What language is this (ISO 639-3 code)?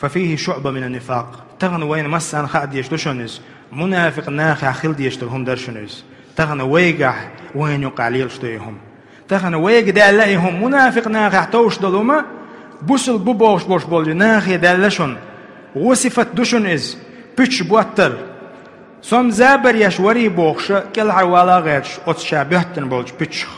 che